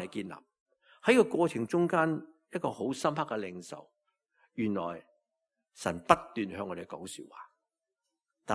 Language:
Cantonese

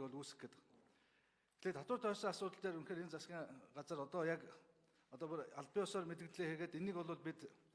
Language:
Mongolian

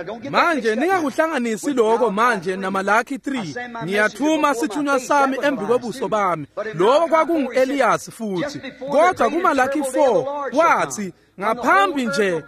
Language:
Swati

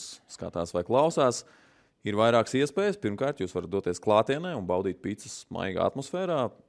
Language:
Latvian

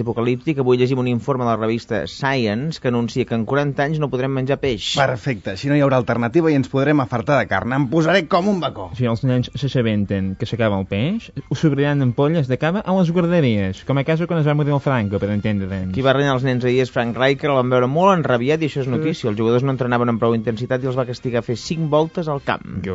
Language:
Catalan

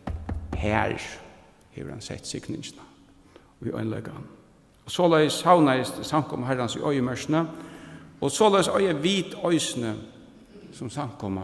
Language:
Faroese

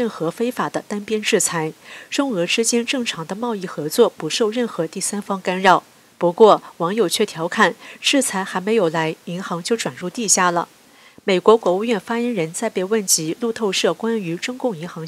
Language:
Chinese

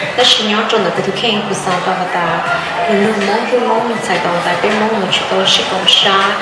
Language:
Hmong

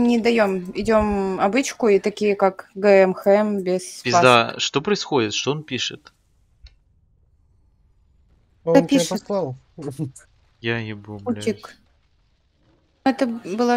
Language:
Russian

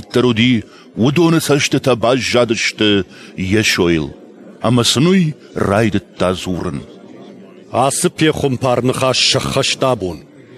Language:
Ossetic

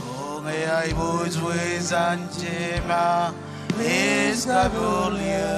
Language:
Marshallese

